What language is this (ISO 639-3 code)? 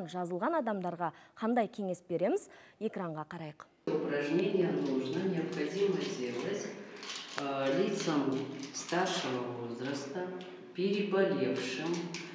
kaz